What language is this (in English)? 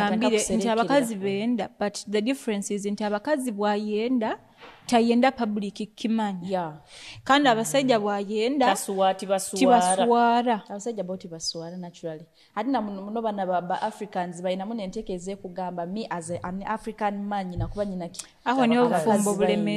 Nyoro